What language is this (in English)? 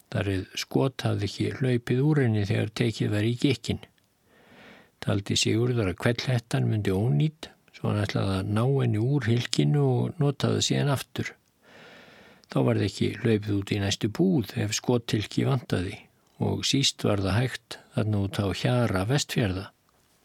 Icelandic